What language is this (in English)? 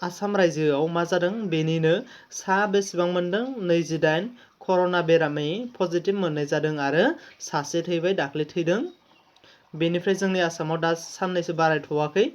Bodo